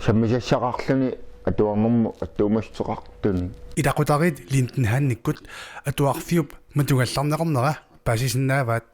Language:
Kalaallisut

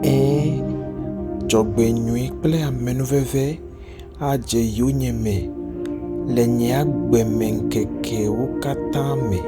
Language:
Ewe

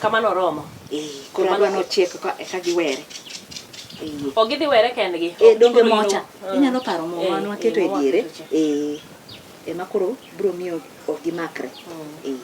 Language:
Luo (Kenya and Tanzania)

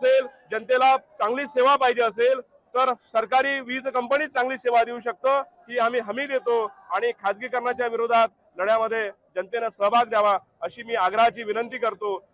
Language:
Marathi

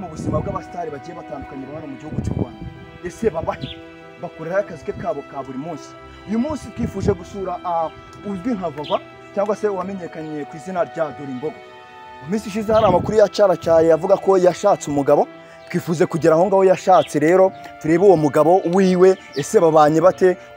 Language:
Kinyarwanda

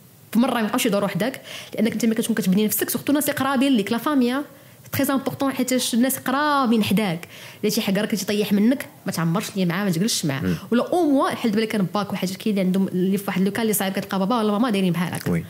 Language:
Moroccan Arabic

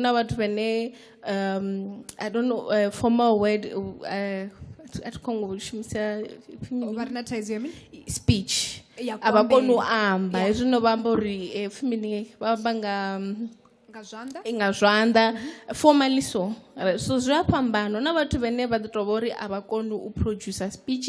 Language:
Venda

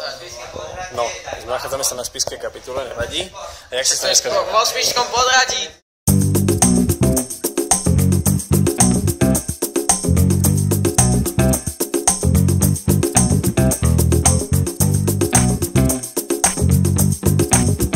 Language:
Slovak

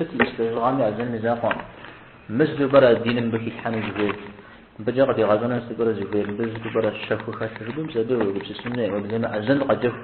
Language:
Kabardian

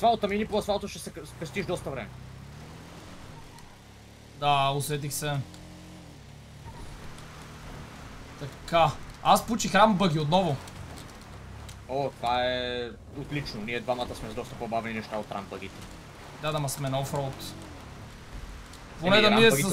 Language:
Bulgarian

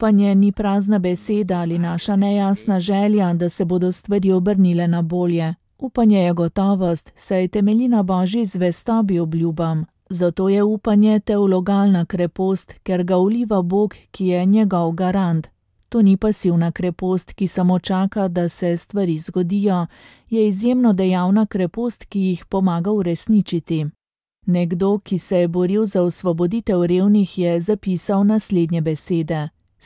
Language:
Slovenian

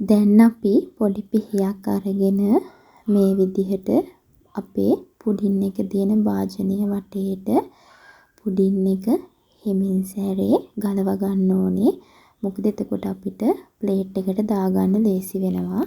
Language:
Sinhala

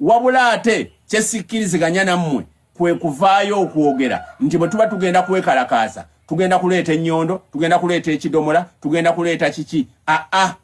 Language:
Ganda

